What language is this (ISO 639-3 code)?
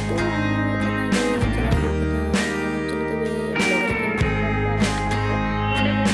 sat